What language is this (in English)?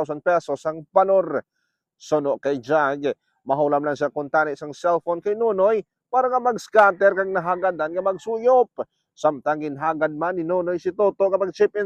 Hiligaynon